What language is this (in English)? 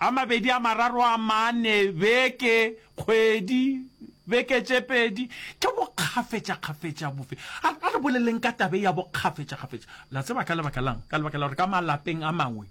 Northern Sotho